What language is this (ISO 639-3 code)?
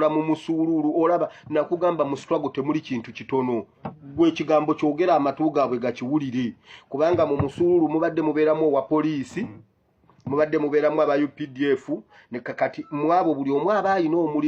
lug